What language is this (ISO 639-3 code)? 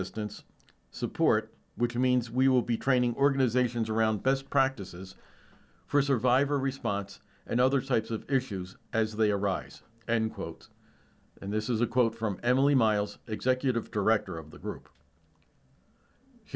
eng